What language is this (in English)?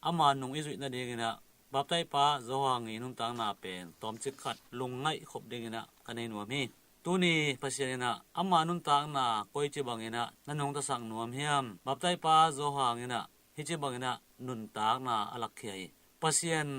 Tedim Chin